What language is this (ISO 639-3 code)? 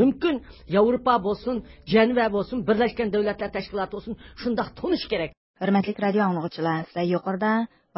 uig